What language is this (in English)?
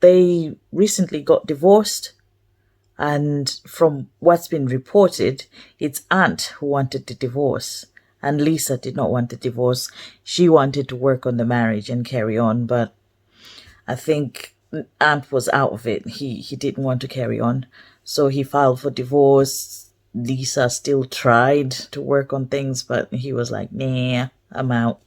English